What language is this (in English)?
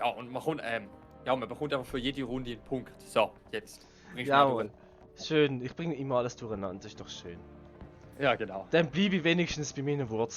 Swiss German